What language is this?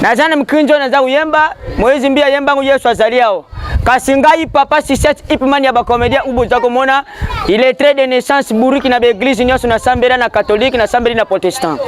Lingala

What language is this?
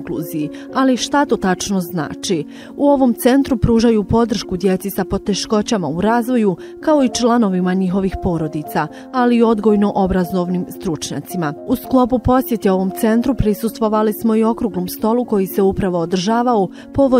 Bosnian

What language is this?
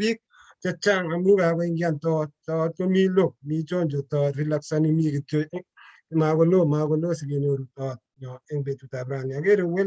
Kalenjin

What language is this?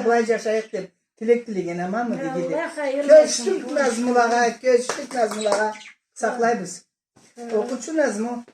Karachay-Balkar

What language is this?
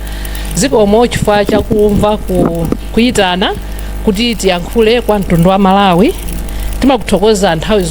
Nyanja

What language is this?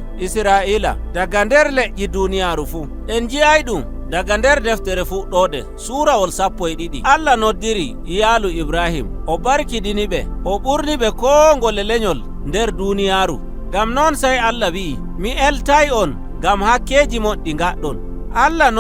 Nigerian Fulfulde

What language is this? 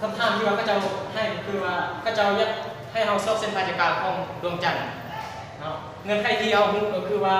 Lao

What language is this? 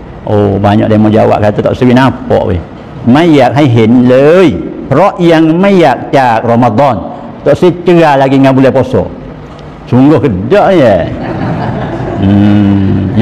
Malay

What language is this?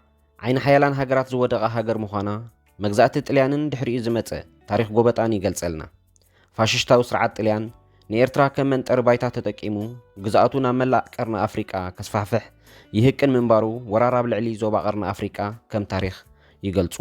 Tigrinya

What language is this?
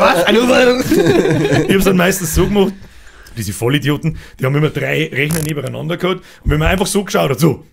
Bavarian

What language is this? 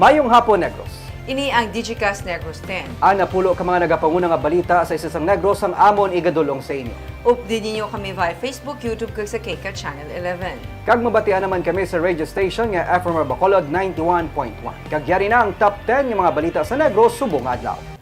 Hiligaynon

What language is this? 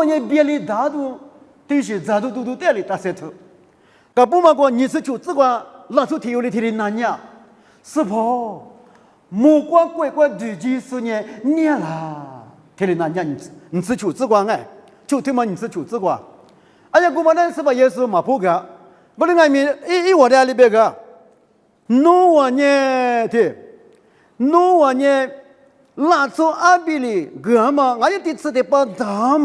Lisu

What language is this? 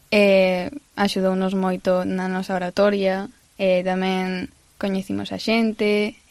Galician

